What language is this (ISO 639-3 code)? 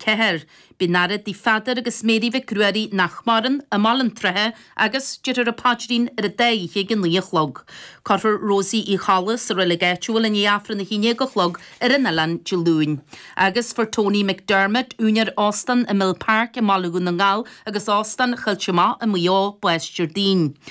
gle